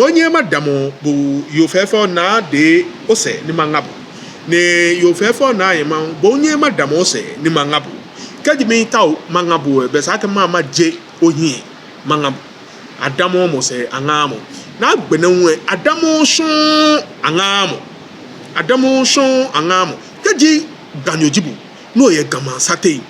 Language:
Ga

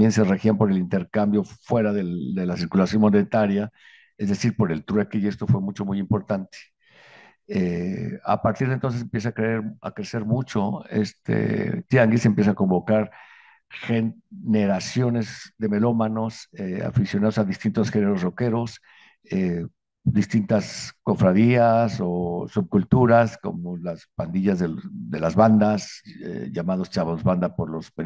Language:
Spanish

